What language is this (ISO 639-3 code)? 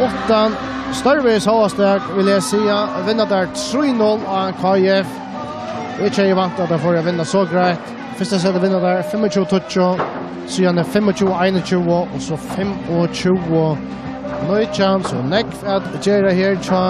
fao